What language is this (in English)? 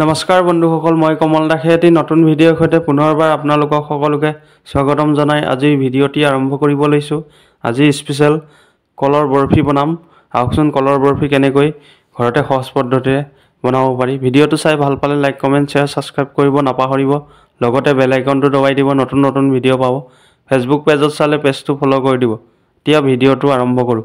Assamese